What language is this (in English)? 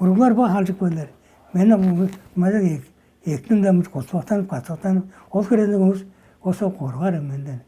Tuvinian